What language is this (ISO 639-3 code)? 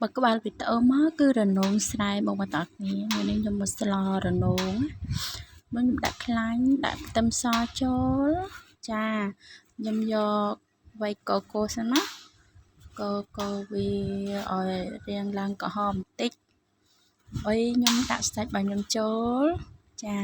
khm